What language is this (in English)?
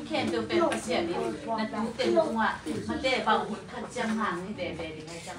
Tedim Chin